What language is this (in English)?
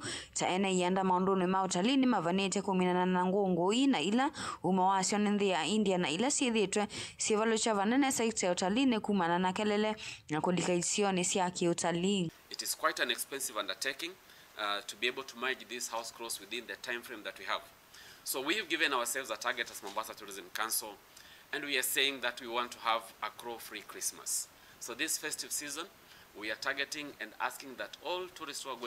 Kamba